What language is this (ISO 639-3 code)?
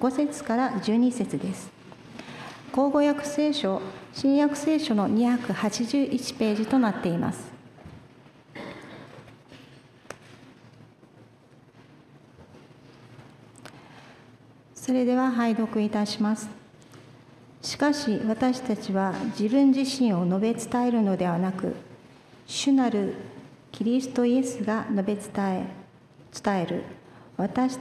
jpn